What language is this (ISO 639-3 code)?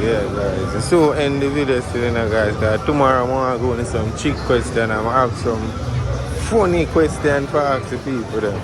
jam